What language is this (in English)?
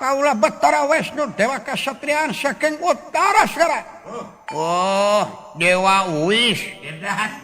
Sundanese